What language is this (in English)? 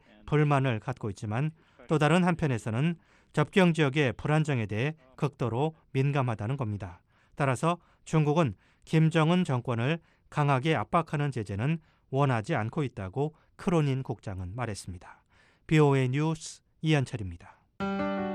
Korean